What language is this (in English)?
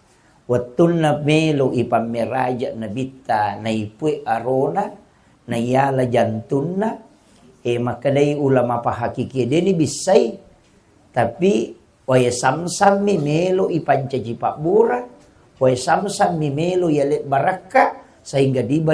Buginese